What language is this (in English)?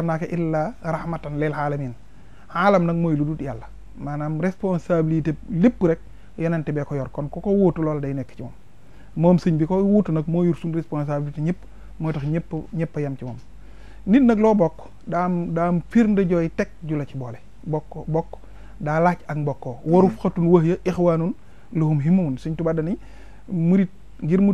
Wolof